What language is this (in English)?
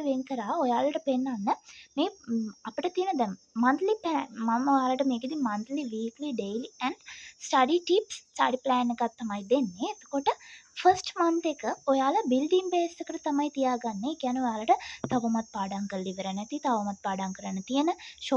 Sinhala